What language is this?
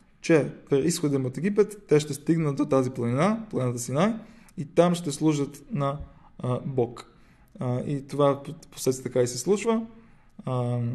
Bulgarian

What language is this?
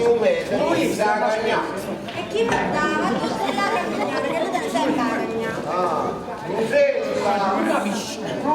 Neapolitan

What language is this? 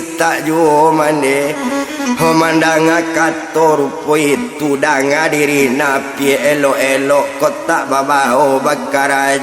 Minangkabau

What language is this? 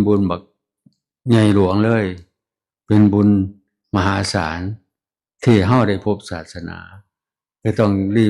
Northeastern Thai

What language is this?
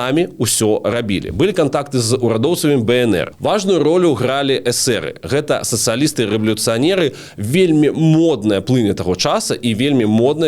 Belarusian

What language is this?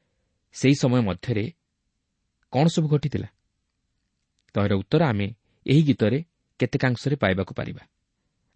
Odia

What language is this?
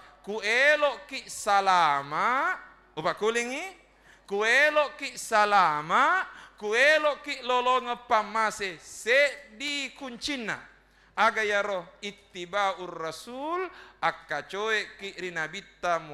Buginese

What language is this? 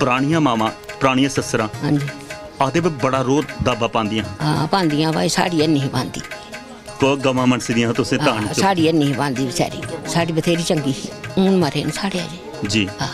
Dogri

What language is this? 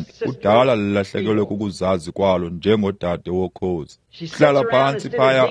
Xhosa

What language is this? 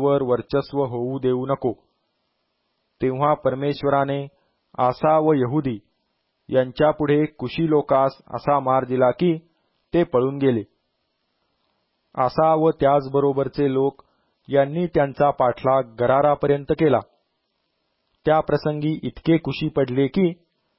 Marathi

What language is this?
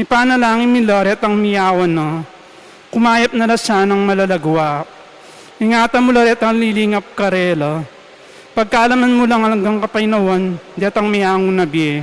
Pampanga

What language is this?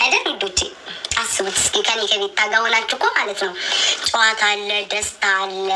Amharic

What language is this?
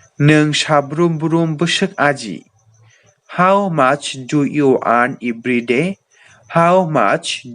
Kok Borok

